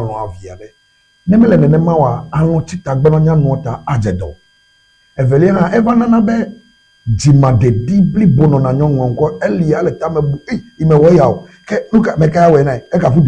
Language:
Ewe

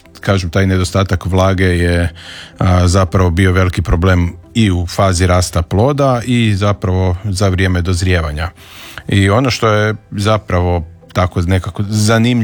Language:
Croatian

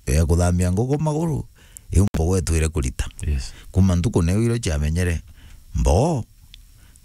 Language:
Meru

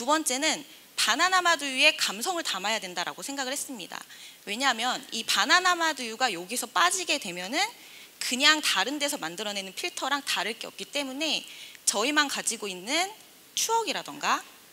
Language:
Korean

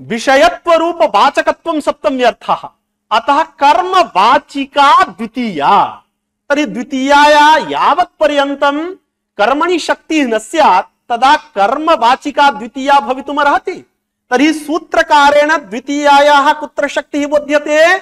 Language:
Sanskrit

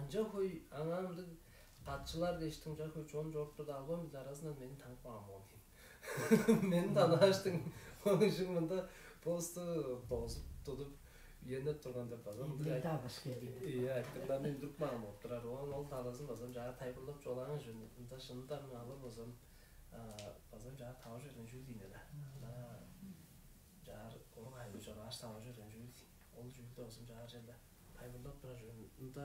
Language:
Tuvinian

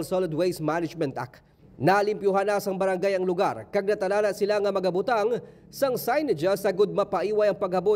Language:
Hiligaynon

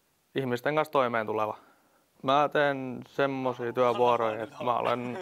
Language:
Finnish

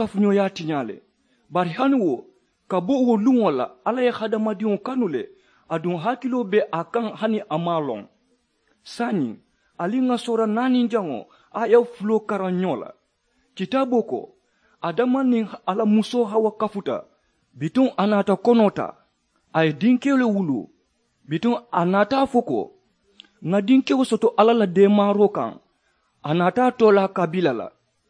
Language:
Mandingo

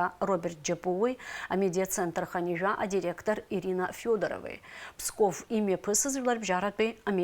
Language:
Abkhazian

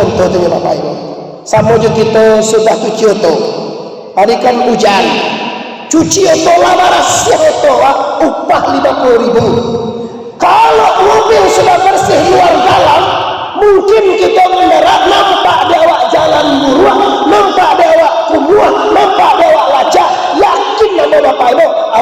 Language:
Minangkabau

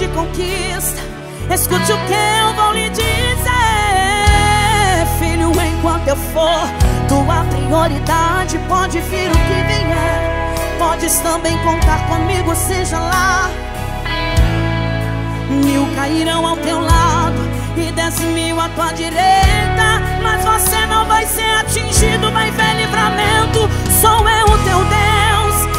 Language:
Portuguese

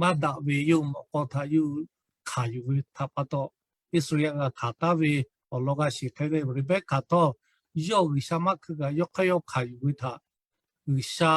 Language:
Lahu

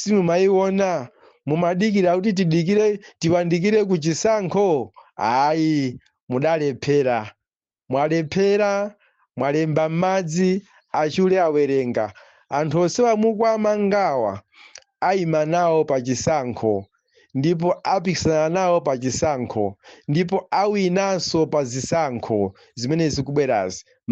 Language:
Nyanja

